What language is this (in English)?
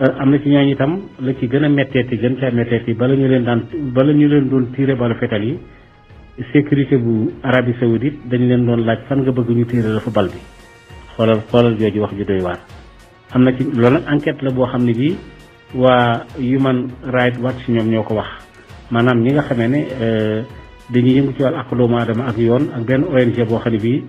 Wolof